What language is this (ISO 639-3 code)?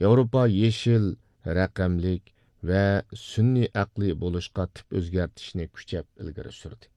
uig